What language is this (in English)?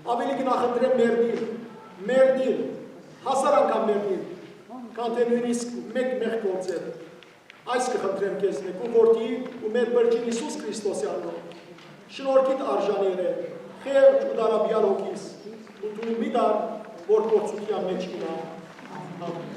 Western Armenian